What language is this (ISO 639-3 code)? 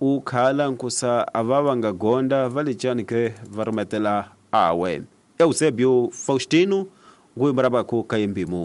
tso